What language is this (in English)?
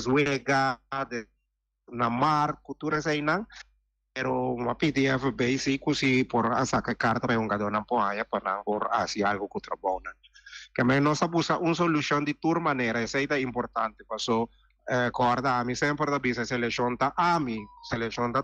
Papiamento